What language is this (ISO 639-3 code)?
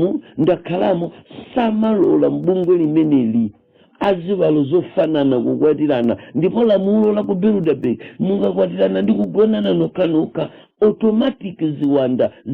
nya